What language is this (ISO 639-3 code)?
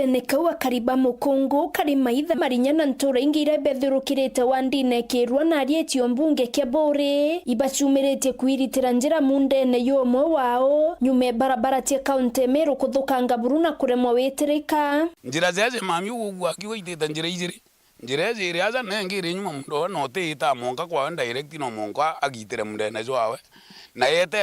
mer